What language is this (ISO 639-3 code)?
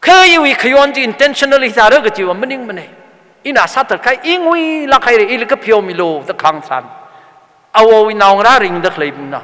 nmf